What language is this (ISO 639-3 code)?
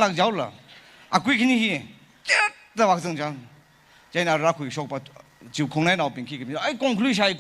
nmf